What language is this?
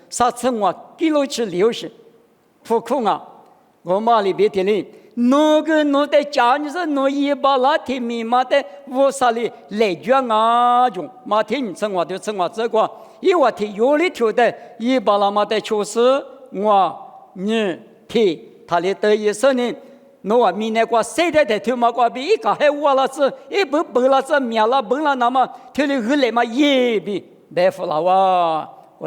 Lisu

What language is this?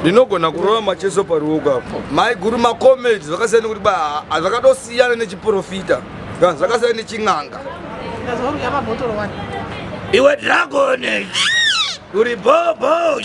Shona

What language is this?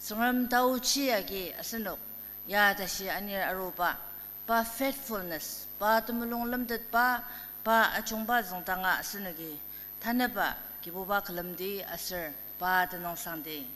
Ao Naga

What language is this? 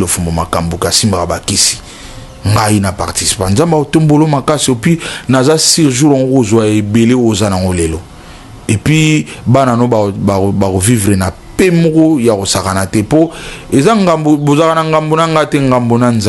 Lingala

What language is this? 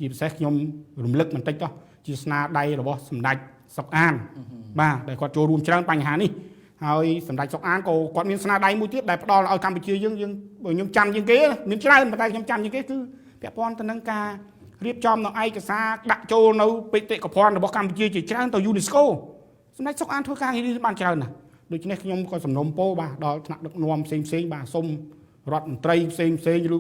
Khmer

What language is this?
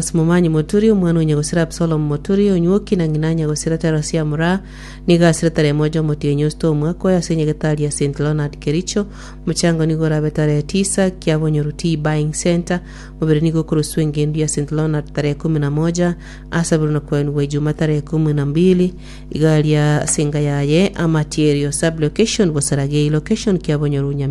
Gusii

